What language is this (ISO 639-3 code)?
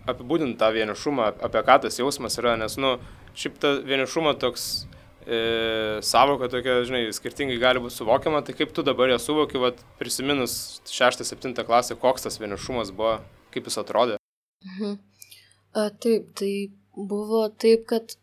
lit